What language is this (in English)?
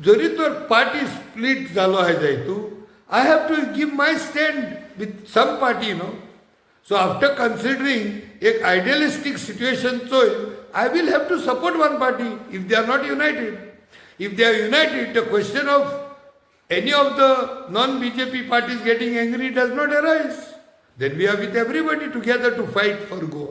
Konkani